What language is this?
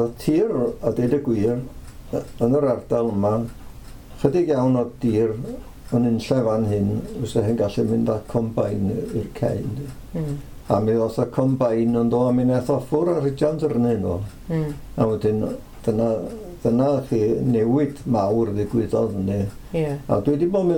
Welsh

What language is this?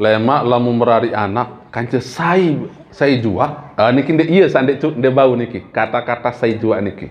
Sasak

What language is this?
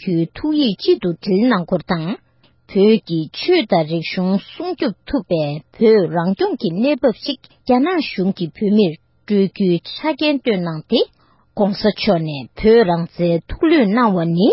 Tibetan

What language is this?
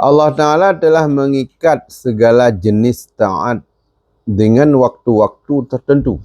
Achinese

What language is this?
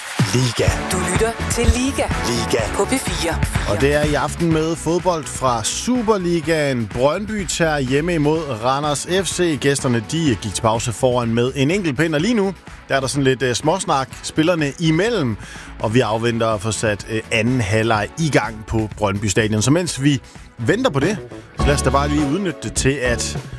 Danish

